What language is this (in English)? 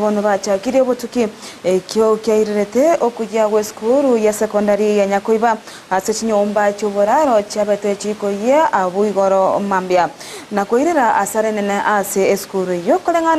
Gusii